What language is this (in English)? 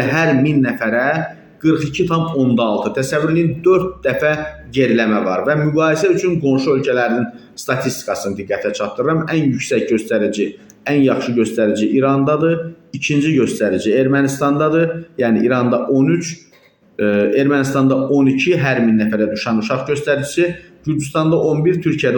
Azerbaijani